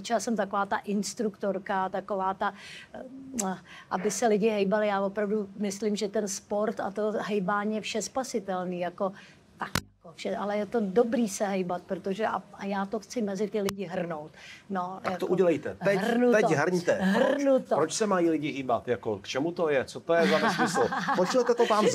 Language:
Czech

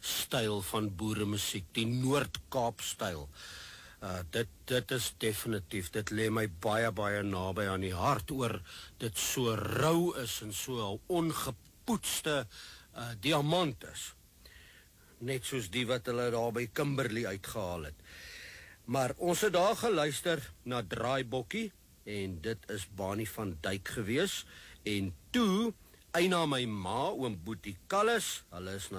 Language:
Afrikaans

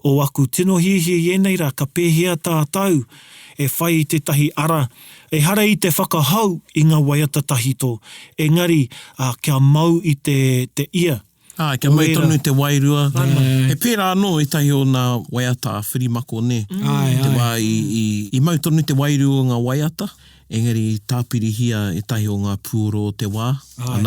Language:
Māori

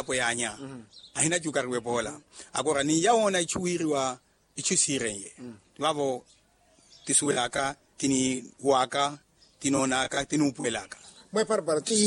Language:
Makhuwa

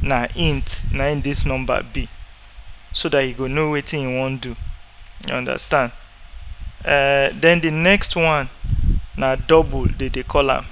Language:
Nigerian Pidgin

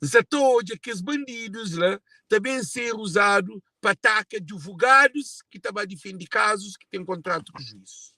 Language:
Kabuverdianu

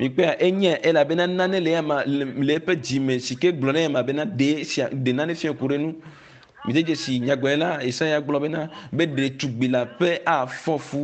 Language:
Ewe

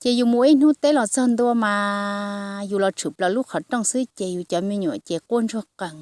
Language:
Hmong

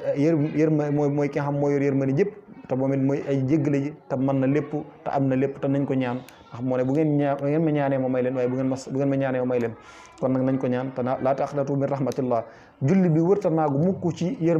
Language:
Wolof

